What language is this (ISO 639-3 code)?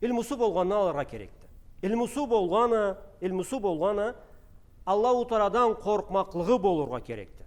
krc